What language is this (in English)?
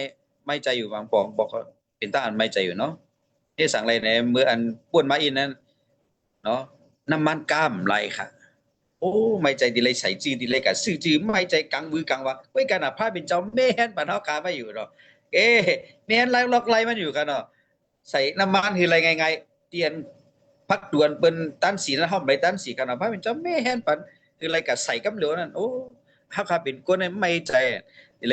Shan